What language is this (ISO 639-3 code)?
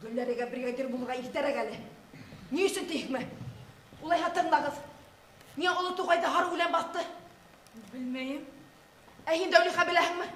bak